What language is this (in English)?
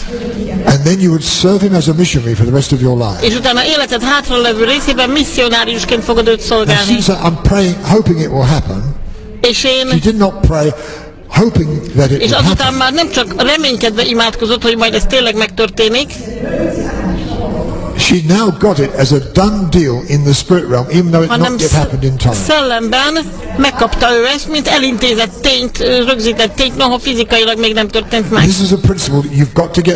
Hungarian